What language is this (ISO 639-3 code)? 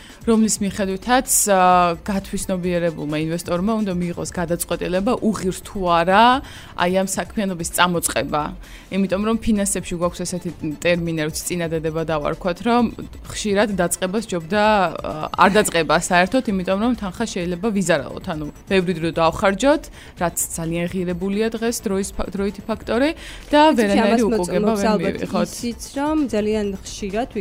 kat